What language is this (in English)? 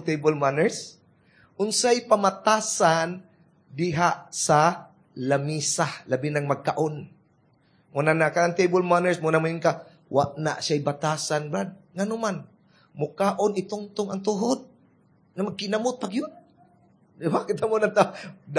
Cebuano